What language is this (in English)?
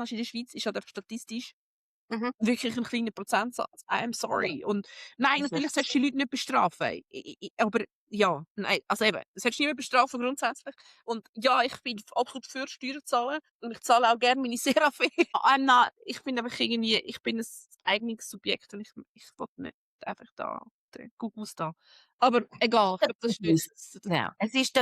Swiss German